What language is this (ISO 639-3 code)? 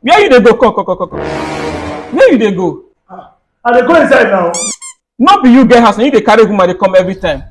pcm